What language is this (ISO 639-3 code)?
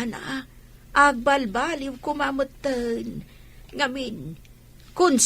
ilo